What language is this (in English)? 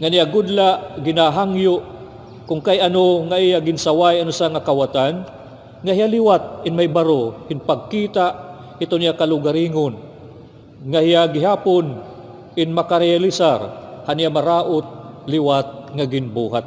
Waray